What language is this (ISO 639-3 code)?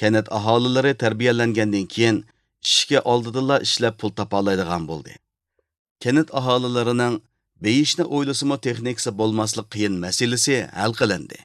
uig